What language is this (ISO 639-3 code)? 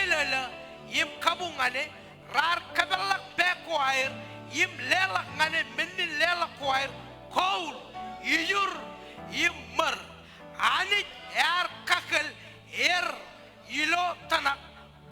mah